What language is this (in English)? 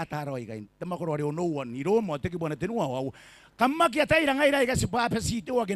Gilbertese